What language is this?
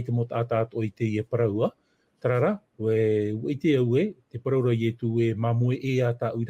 Tahitian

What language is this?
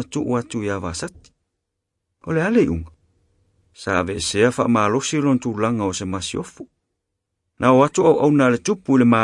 Samoan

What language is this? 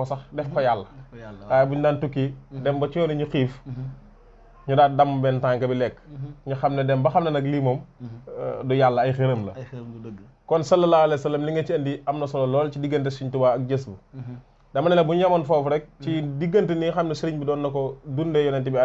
Wolof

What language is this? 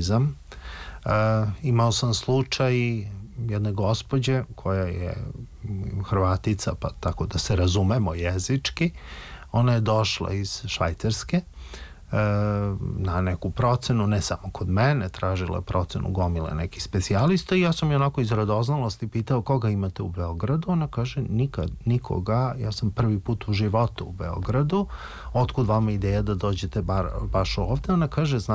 Serbian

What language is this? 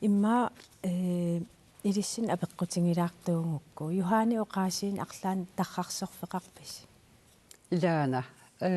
Kalaallisut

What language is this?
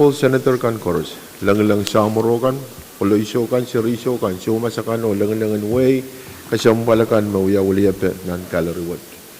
Pohnpeian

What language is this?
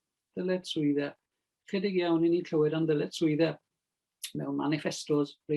Welsh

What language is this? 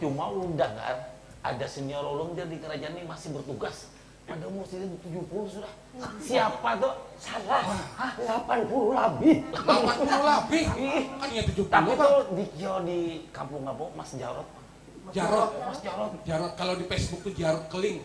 Banjar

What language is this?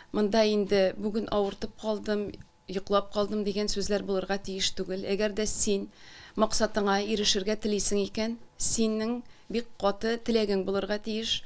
Tatar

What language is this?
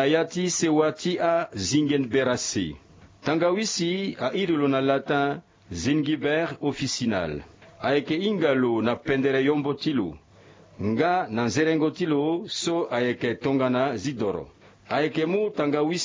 Sango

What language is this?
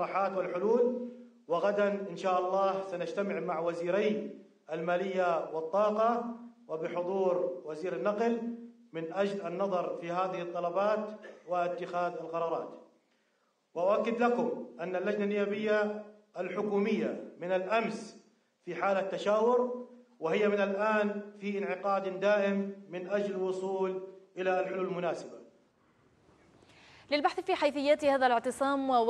Arabic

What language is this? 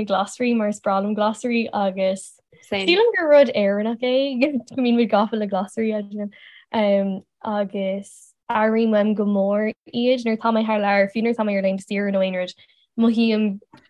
Irish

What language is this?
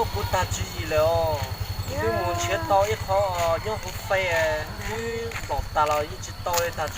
Hmong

